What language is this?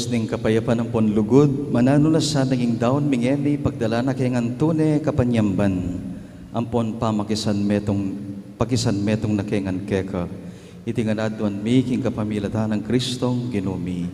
Pampanga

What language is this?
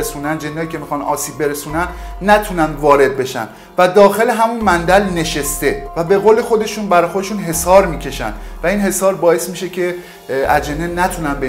Persian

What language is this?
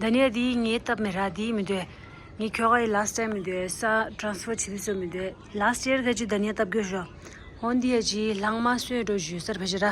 Tibetan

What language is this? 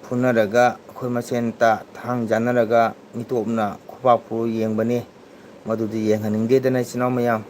Manipuri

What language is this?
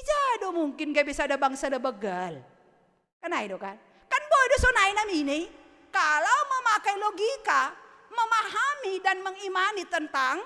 Batak Simalungun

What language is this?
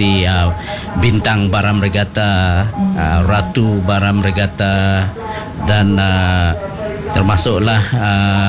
Malay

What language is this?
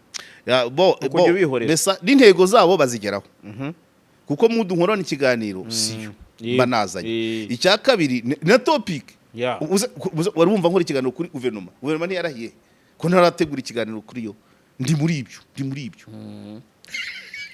Kinyarwanda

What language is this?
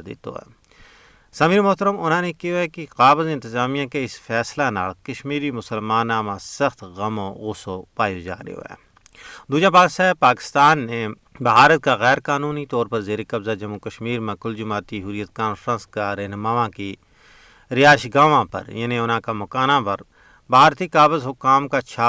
Gujari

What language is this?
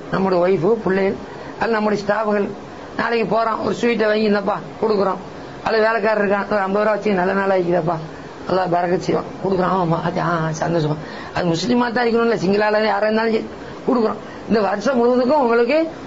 Tamil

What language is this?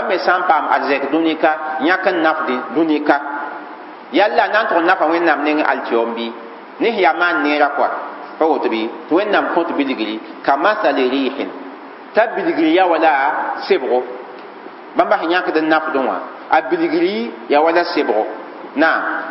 Mossi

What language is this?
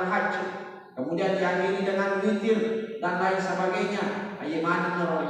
Buginese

